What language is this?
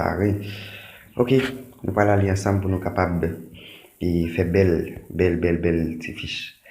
Haitian Creole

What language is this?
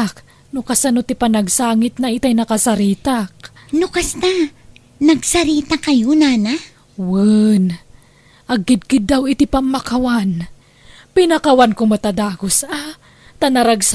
Iloko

